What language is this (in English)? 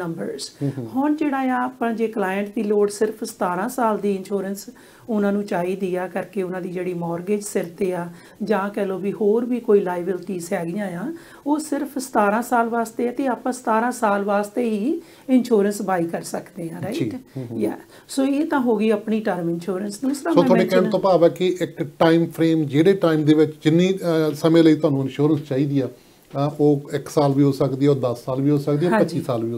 Punjabi